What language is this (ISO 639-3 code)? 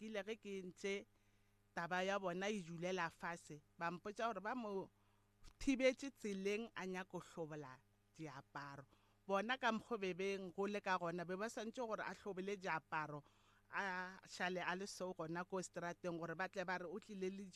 nso